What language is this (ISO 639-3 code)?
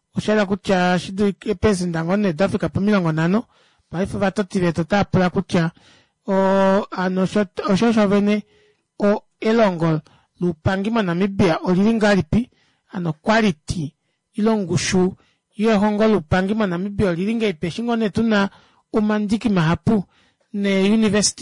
kua